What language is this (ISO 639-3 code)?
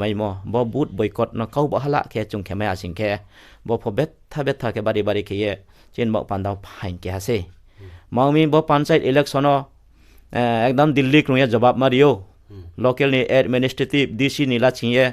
ria